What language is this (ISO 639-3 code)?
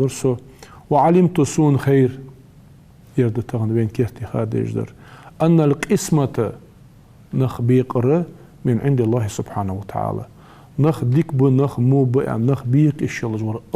inh